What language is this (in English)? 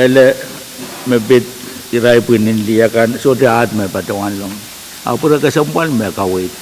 Pohnpeian